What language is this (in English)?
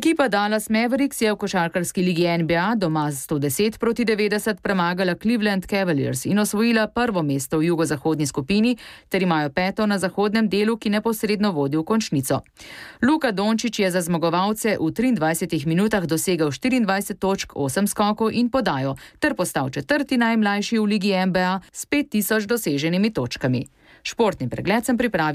Slovenian